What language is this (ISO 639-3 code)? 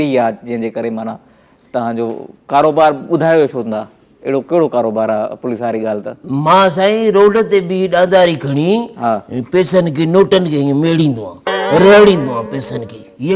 snd